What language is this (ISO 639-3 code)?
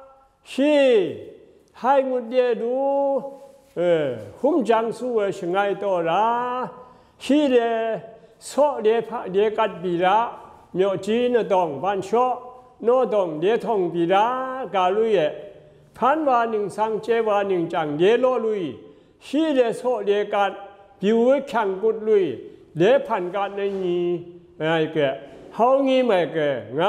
atb